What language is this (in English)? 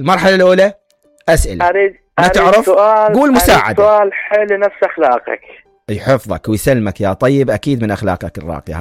Mesopotamian Arabic